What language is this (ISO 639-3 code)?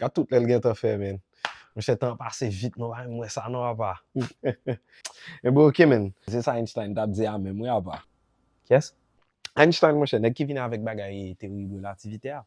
hat